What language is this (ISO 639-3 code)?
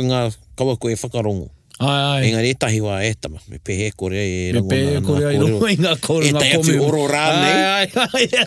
mri